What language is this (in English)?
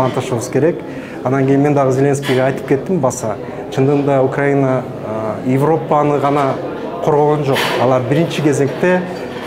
Kyrgyz